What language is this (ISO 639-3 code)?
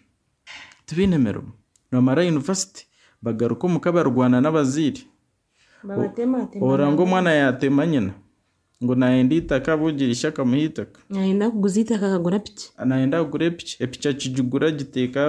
nyn